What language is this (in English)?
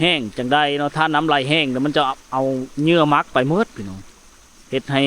Lao